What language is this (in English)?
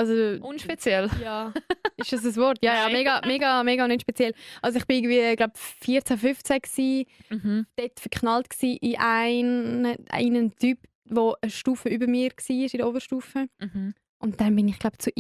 Swiss German